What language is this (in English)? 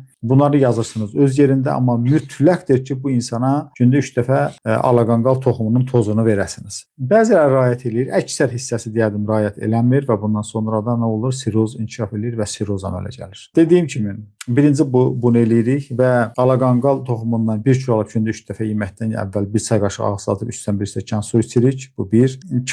Azerbaijani